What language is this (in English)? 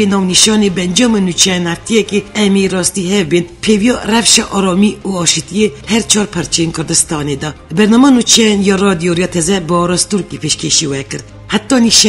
Kurdish